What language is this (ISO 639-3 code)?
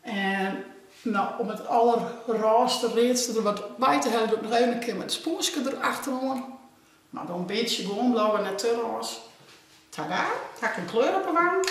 fry